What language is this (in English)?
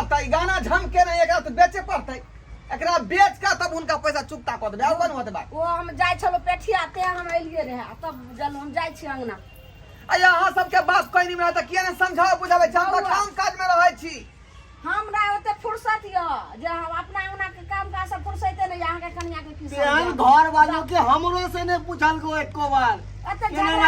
Maithili